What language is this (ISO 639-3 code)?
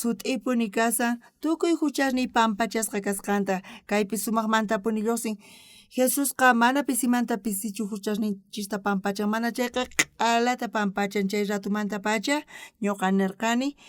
quh